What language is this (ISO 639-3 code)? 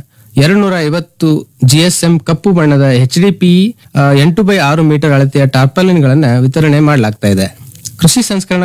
kan